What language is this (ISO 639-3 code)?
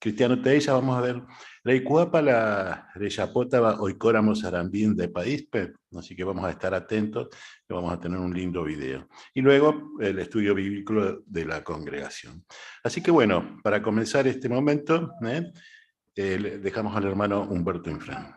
grn